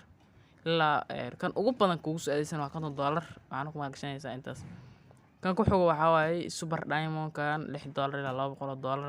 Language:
Somali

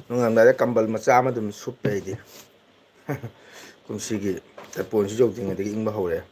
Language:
Manipuri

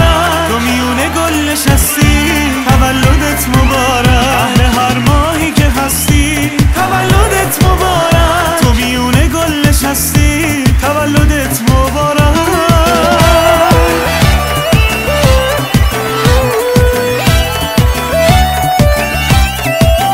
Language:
Persian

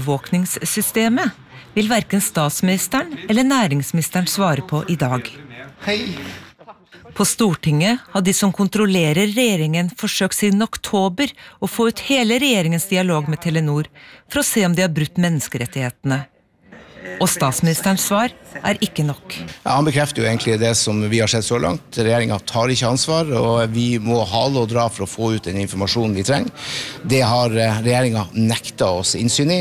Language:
Norwegian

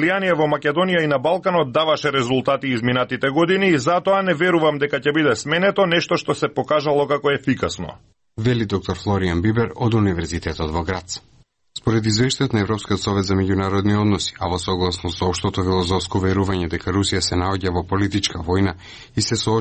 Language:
Macedonian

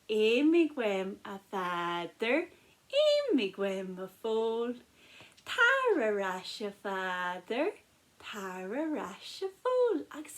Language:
Irish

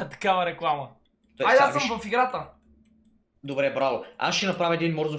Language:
Bulgarian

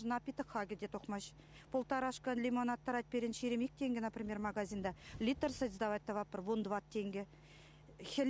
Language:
Chuvash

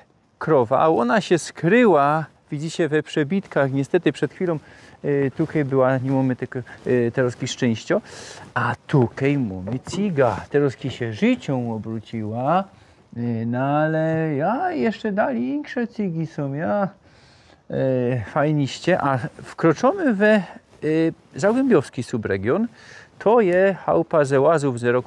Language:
Silesian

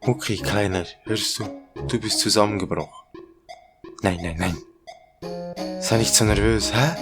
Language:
Swiss German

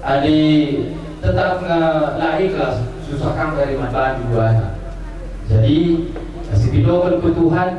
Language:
Batak Karo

